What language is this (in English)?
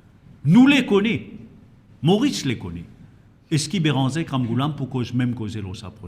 Morisyen